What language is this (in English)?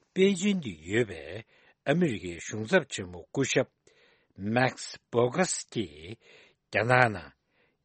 Tibetan